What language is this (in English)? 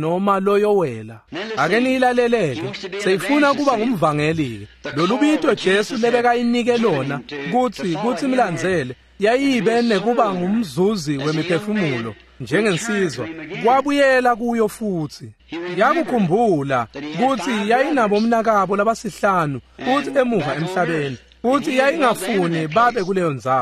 Swati